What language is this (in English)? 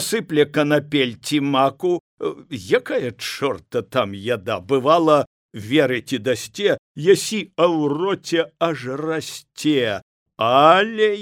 Belarusian